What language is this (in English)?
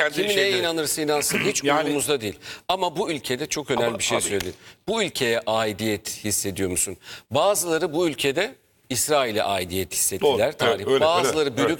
Turkish